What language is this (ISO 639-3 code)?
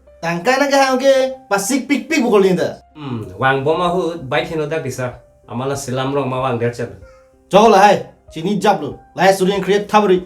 mjw